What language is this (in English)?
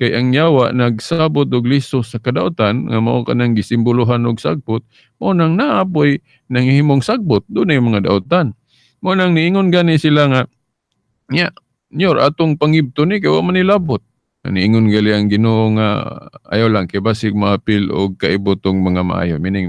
Cebuano